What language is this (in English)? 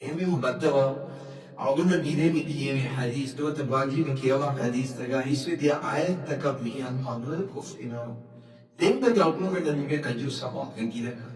Divehi